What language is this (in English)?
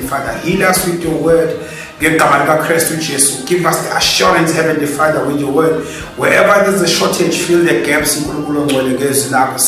Zulu